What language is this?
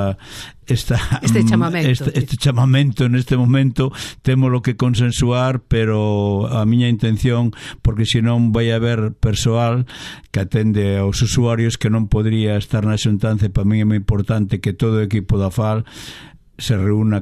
Galician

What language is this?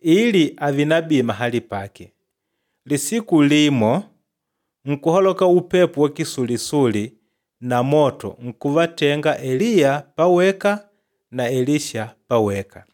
Makonde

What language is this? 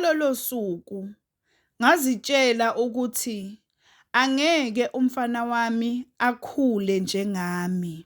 Zulu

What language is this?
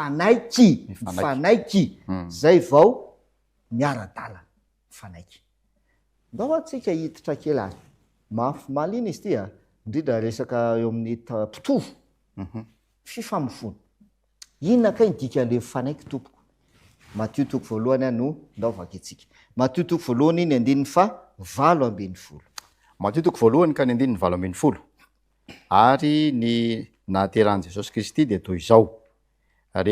Malagasy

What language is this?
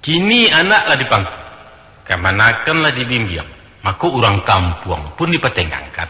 Minangkabau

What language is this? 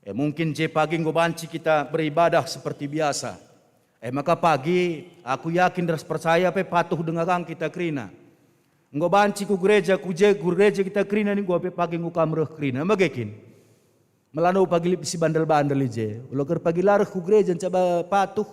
Batak Karo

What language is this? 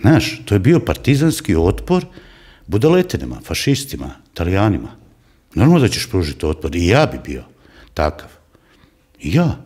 Croatian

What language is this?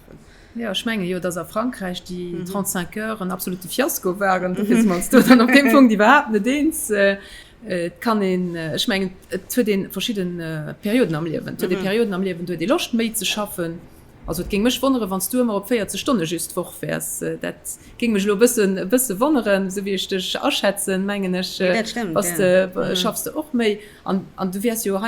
Luxembourgish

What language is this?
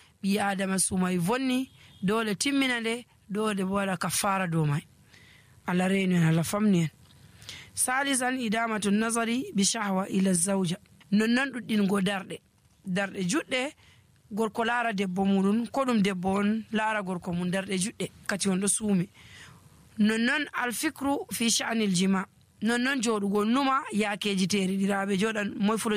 Nigerian Fulfulde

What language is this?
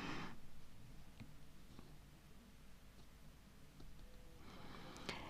South Bolivian Quechua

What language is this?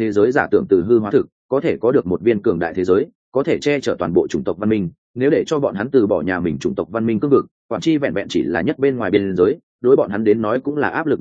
Vietnamese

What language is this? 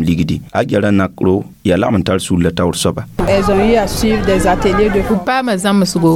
Mossi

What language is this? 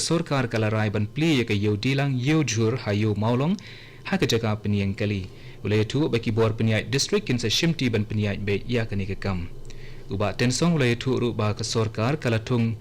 Khasi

